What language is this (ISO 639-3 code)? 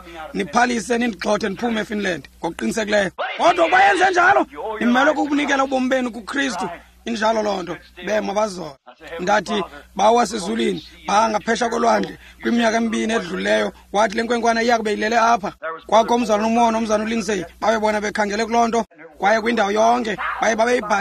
xho